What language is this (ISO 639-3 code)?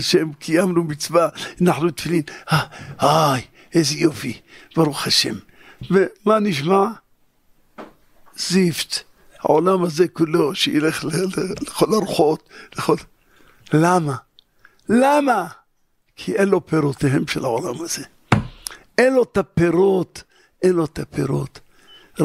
heb